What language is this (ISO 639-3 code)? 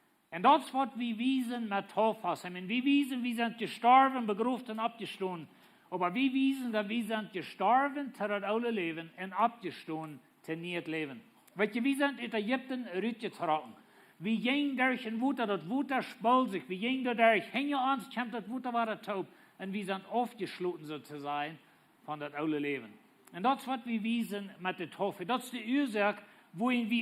pdt